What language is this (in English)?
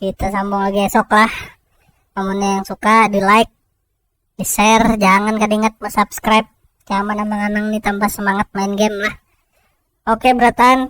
Banjar